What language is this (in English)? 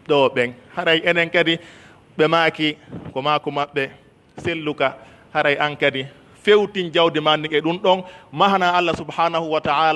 Pular